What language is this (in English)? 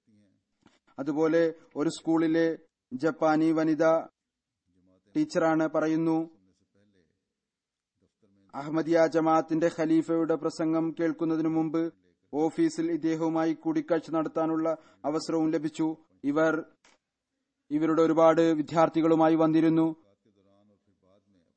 Malayalam